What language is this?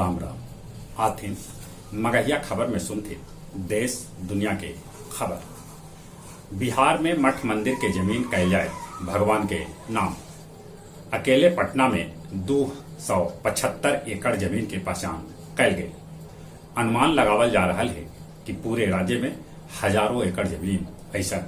Magahi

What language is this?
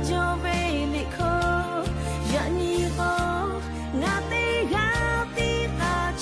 Lahu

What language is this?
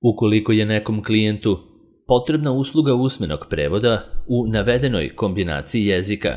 Serbian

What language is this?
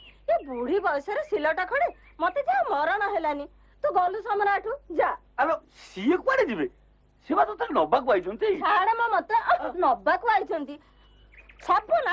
Odia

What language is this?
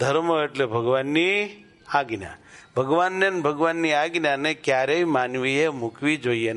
Gujarati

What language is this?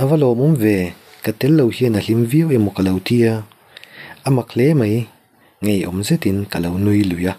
Mizo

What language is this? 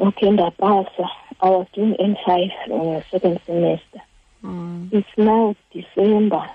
Xhosa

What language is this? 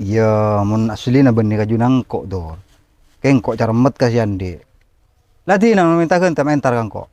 Madurese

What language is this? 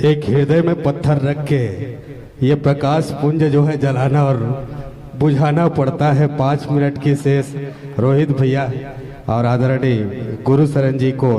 Chhattisgarhi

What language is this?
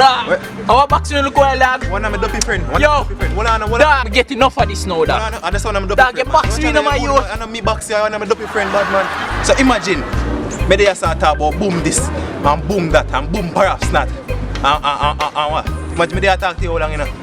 Jamaican Creole English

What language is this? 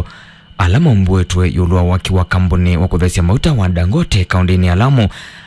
Kamba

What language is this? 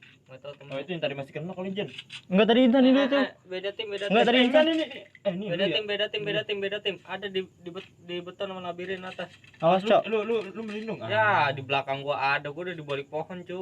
Betawi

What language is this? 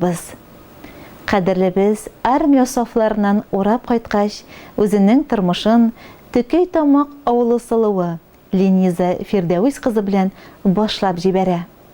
Tatar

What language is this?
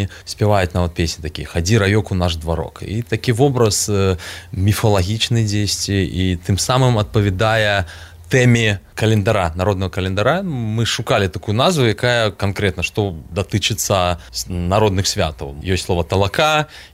Belarusian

